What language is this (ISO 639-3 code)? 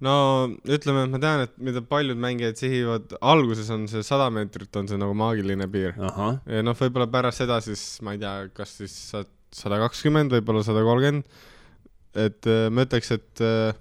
est